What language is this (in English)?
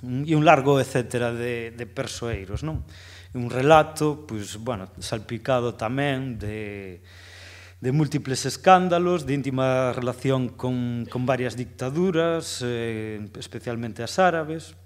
Galician